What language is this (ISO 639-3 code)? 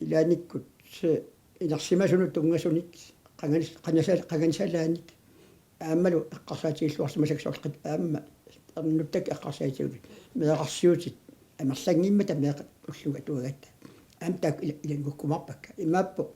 kal